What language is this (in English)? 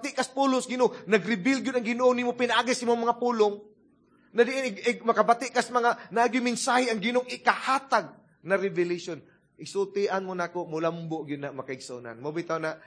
Cebuano